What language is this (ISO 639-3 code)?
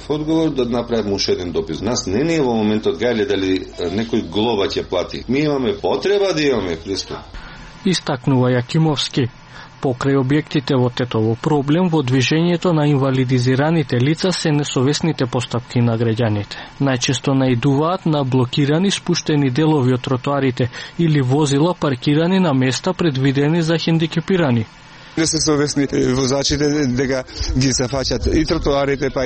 mkd